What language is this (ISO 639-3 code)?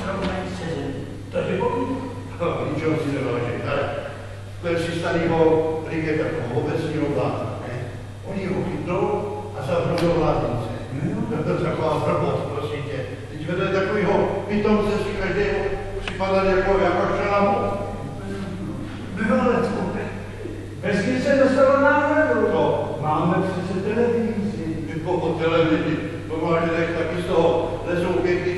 ces